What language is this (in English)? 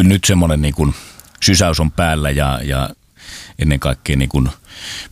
Finnish